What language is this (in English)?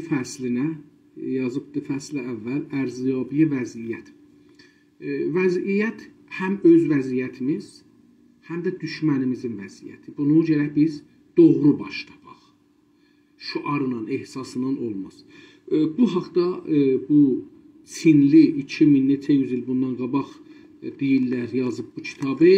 South Azerbaijani